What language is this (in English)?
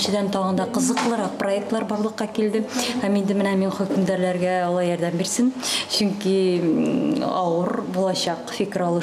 Tatar